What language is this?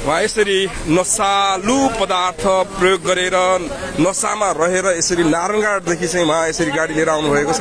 Nepali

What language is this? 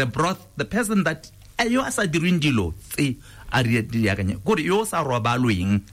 Tswana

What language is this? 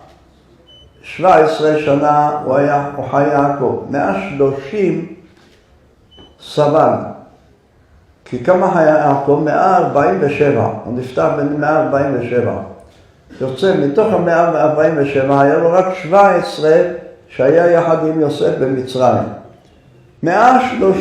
Hebrew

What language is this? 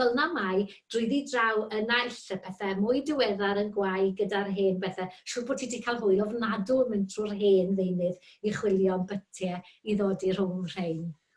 Welsh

